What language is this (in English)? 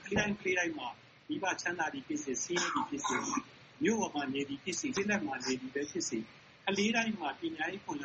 Burmese